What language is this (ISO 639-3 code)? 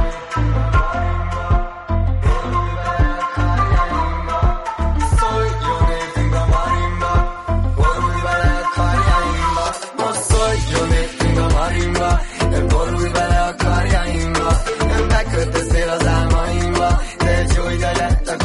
hun